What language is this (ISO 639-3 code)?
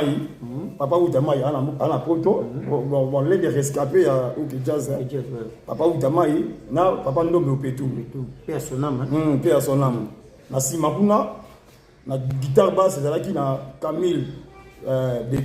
lin